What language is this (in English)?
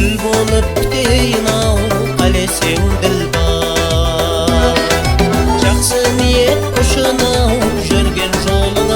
Kara-Kalpak